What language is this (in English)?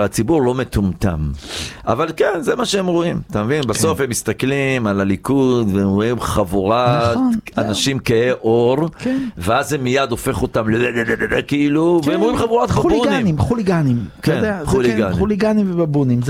Hebrew